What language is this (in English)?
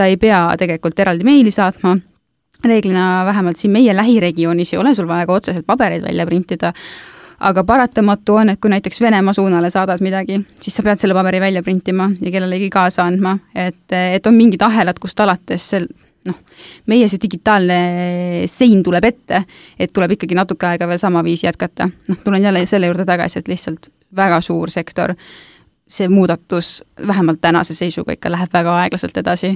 Estonian